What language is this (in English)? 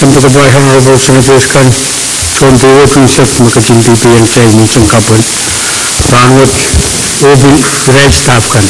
Pohnpeian